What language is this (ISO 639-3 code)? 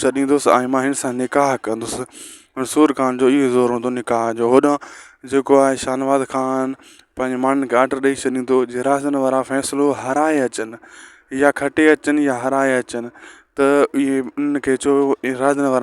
snd